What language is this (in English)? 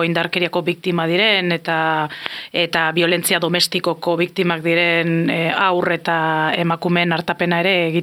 Basque